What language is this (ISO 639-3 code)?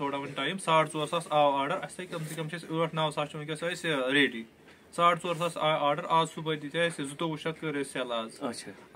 kas